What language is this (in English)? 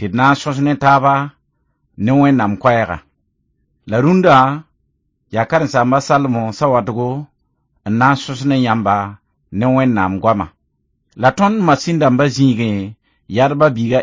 Mossi